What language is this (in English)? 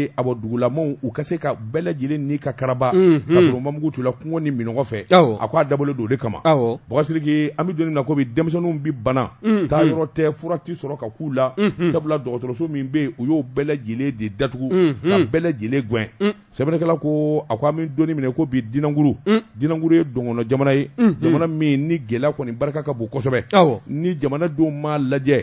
Bambara